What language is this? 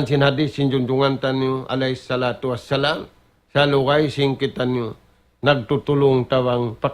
Tausug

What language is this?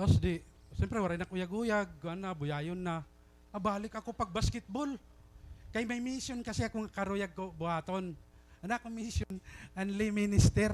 Waray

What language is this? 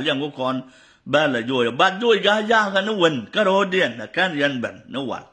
Nuer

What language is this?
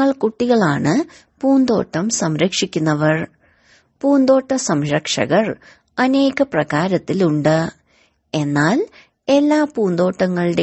Malayalam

